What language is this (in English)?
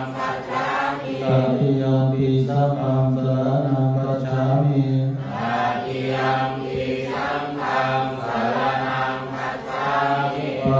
Pali